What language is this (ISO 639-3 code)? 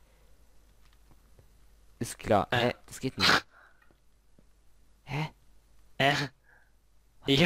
deu